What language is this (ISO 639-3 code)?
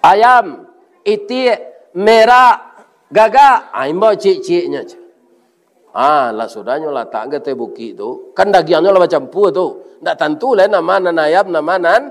min